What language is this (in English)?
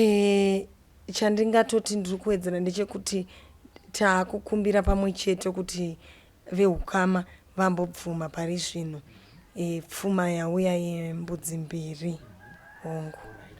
Shona